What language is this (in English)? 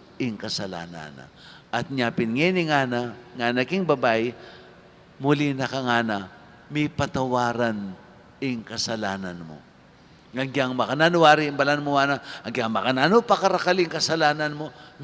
Pampanga